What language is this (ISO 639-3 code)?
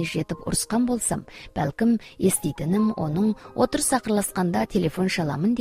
kaz